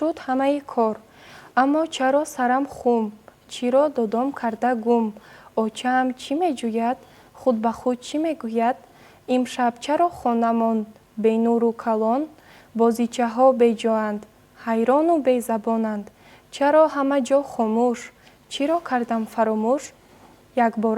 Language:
Tajik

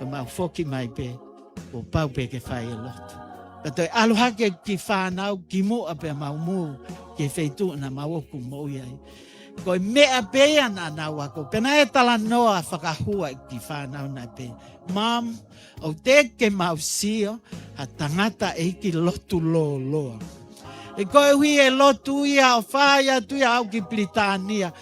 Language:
Tongan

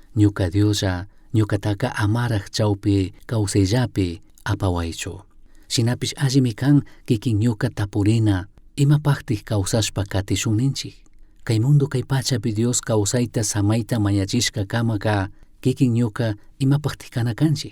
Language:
Chimborazo Highland Quichua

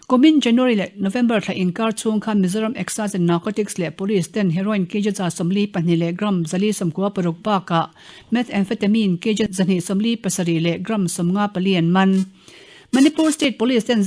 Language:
Mizo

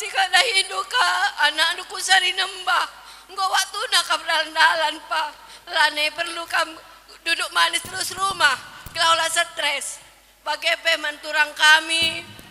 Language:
Batak Karo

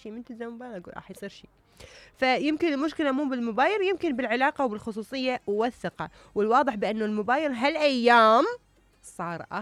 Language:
Mesopotamian Arabic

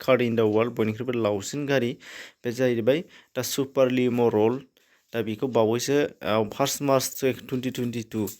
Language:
Bodo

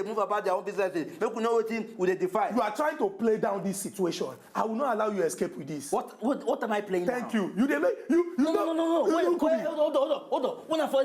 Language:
Nigerian Pidgin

